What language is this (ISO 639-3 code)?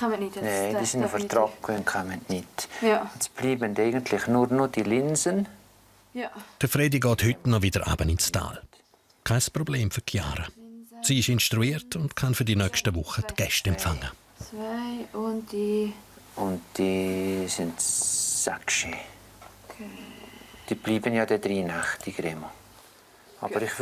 gsw